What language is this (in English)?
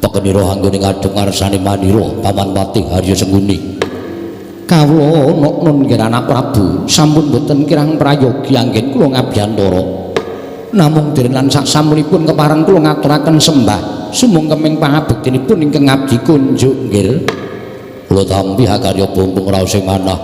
Javanese